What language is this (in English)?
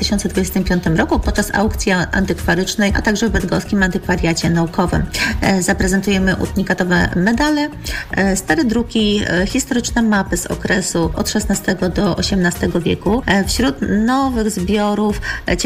Polish